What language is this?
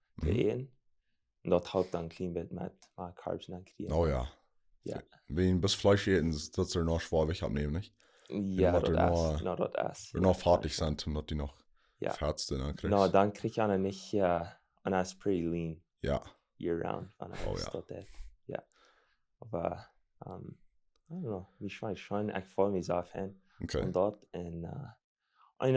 Plautdietsch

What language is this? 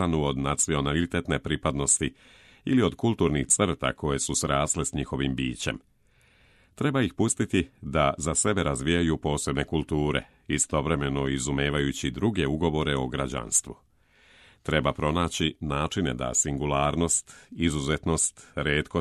Serbian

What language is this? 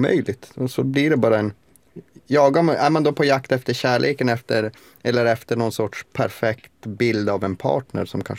Swedish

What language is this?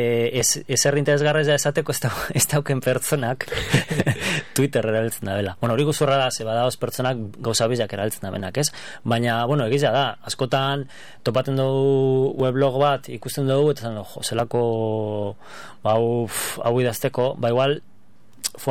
Basque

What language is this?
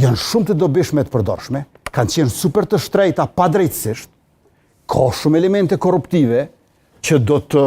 Albanian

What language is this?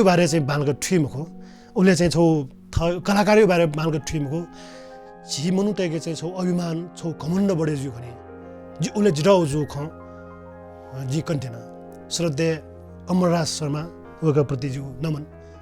Newari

